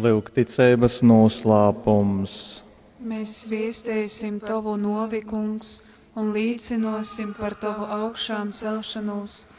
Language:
Latgalian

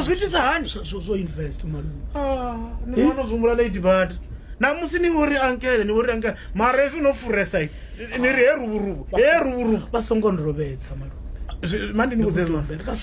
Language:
Venda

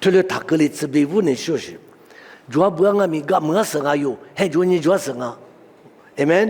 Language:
Lisu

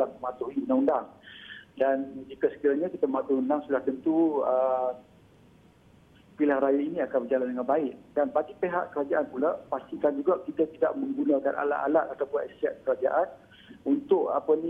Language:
Malay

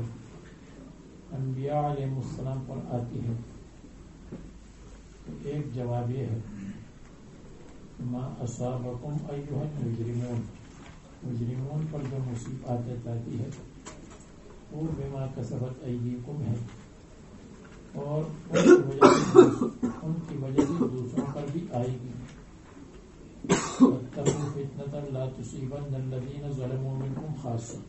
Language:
Urdu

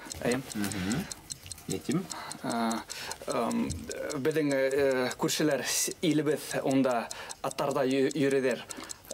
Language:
Bashkir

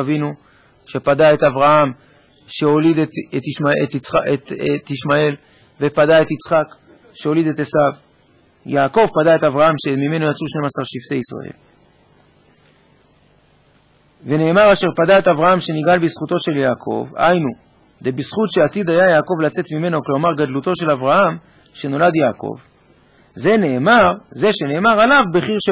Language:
Hebrew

